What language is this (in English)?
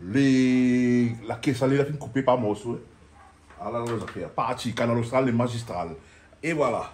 Réunion Creole French